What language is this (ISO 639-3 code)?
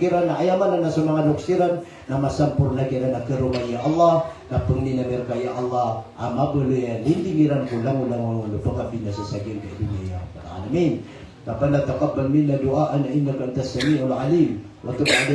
mrw